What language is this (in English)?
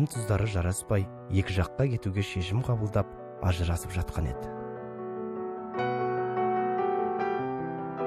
Kazakh